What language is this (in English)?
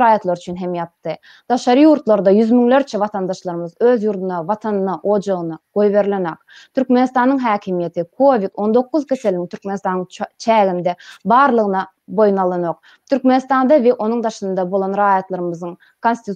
Turkmen